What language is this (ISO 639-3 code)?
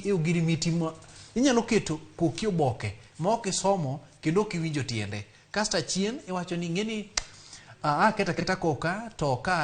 luo